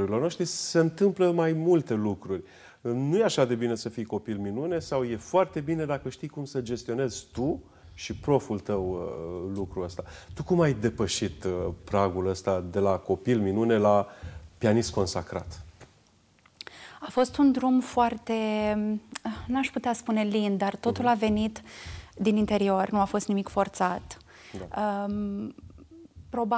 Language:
Romanian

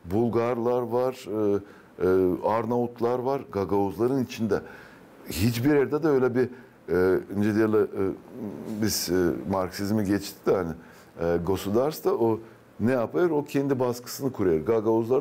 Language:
Gagauz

